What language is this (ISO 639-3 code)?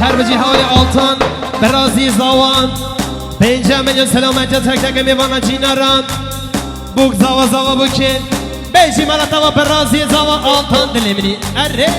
kur